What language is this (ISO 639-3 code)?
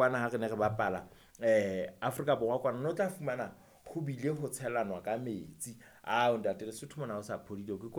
sot